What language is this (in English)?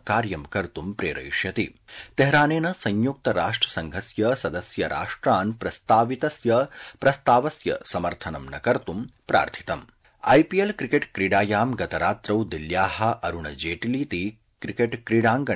Sanskrit